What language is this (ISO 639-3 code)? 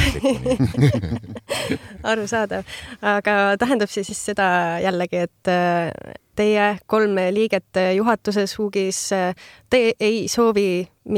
est